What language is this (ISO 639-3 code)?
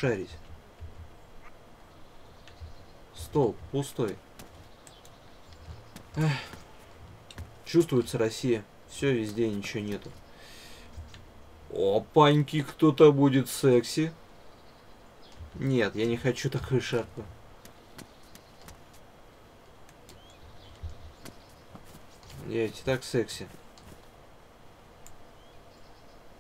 rus